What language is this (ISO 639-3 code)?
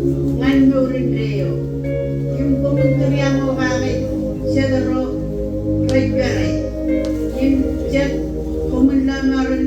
mah